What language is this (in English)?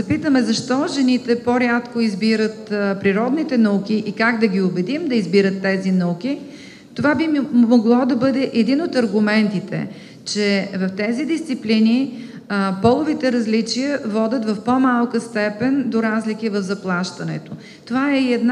Bulgarian